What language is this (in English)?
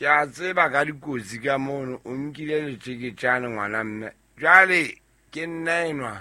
Southern Sotho